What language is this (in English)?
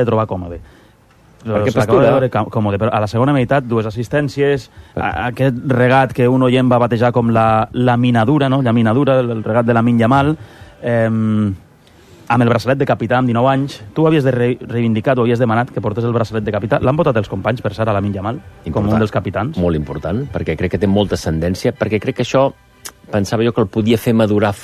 Catalan